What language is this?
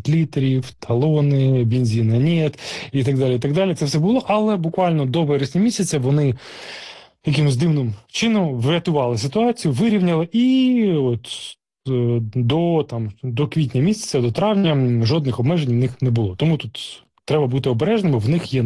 Ukrainian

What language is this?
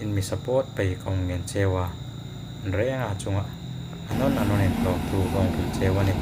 Hmar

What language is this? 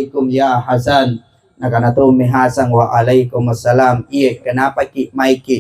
Makasar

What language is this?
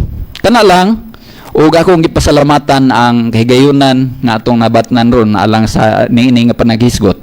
Cebuano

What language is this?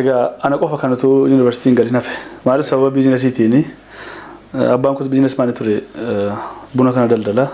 Oromo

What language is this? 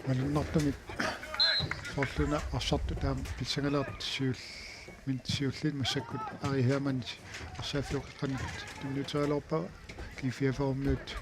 Kalaallisut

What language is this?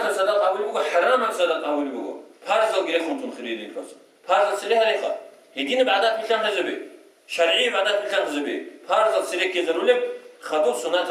Avaric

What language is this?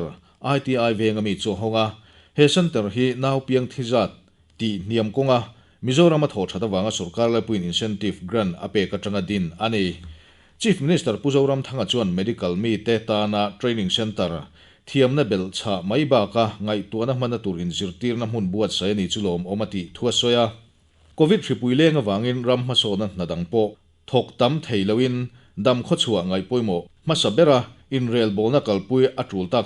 Mizo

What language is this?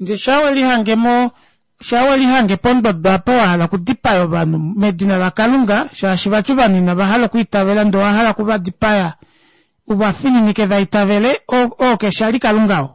Kuanyama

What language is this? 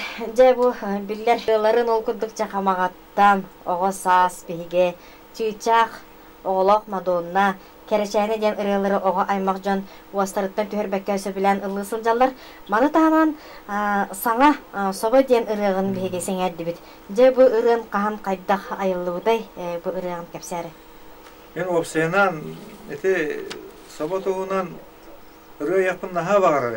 Yakut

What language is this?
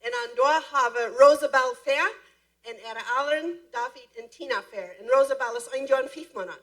Plautdietsch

